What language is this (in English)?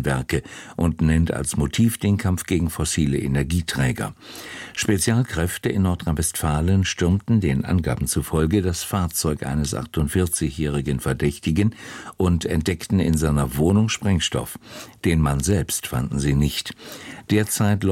German